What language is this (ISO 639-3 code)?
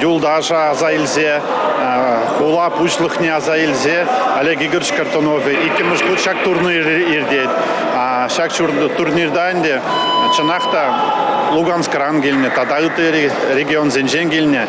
chv